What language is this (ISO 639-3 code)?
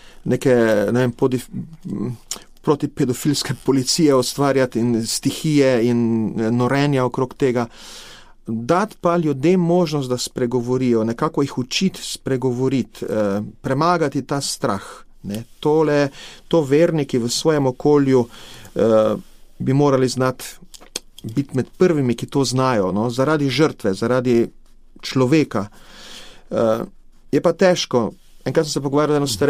slv